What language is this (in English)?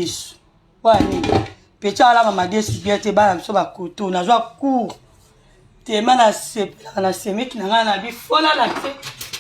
Lingala